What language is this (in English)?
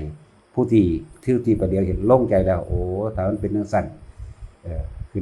Northeastern Thai